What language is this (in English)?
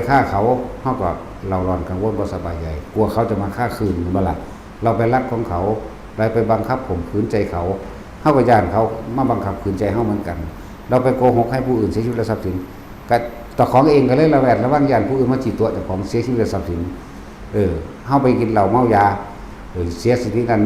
Northeastern Thai